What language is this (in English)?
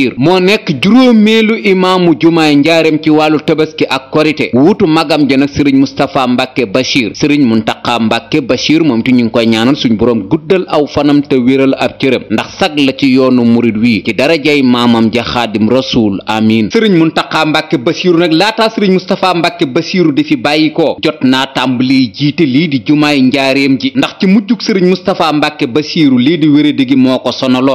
Wolof